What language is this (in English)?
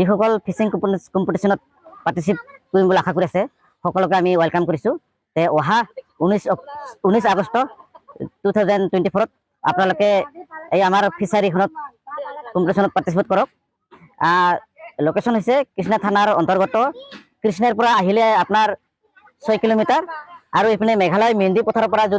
Assamese